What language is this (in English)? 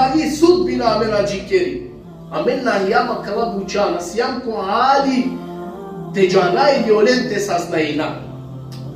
Balkan Romani